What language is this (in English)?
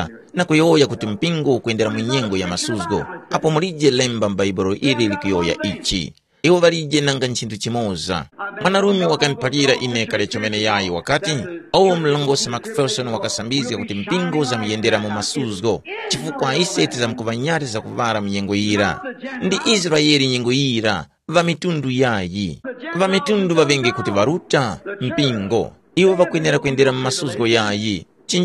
Tumbuka